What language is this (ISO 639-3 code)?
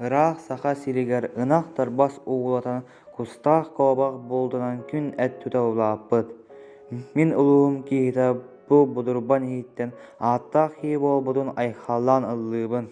sah